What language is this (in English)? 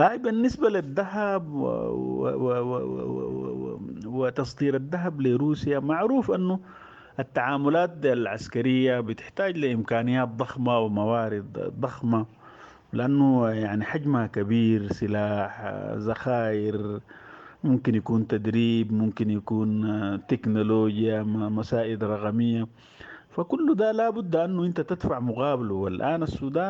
Sudanese Arabic